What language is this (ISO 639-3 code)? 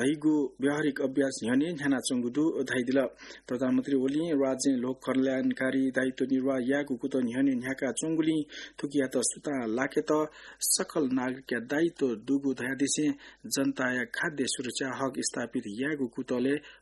new